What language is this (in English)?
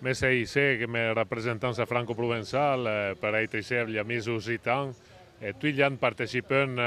Occitan